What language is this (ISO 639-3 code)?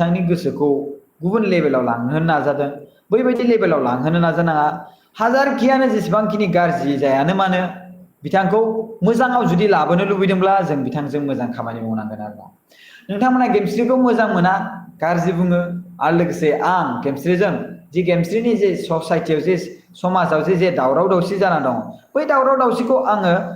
brx